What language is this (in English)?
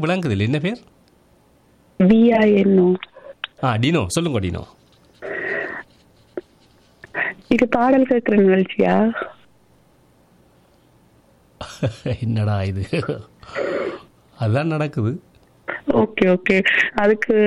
Tamil